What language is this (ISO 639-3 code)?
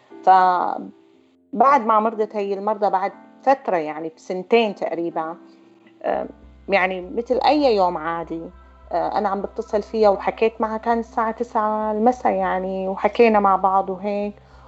apc